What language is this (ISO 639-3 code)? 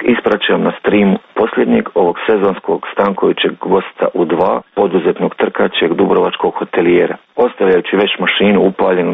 hrv